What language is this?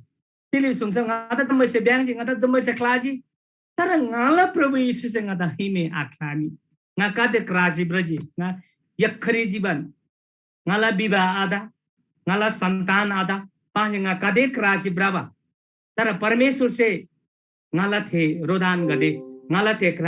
Eastern Tamang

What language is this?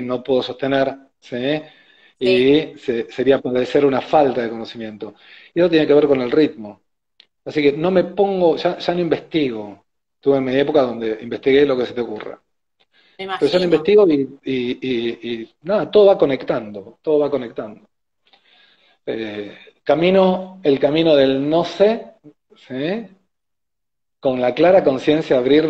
Spanish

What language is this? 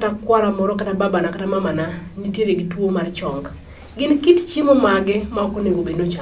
Luo (Kenya and Tanzania)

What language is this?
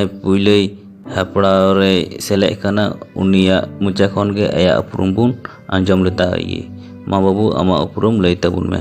Santali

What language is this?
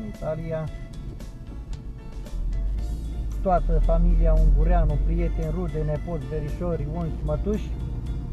Romanian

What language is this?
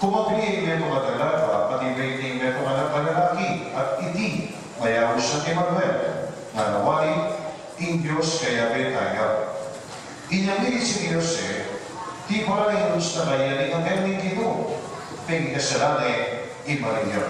Pampanga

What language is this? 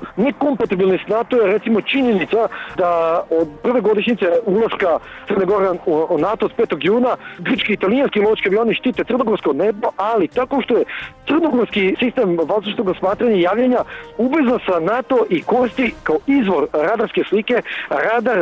Serbian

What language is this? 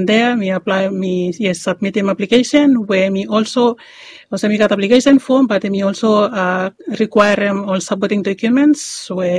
Bislama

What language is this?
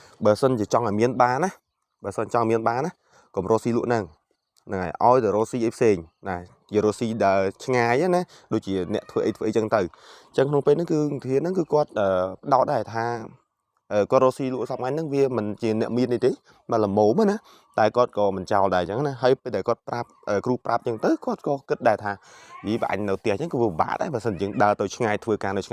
Khmer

